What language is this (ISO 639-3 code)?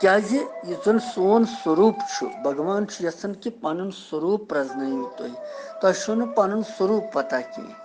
kas